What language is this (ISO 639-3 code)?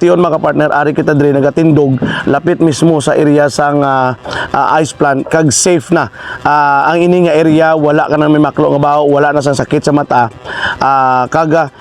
hil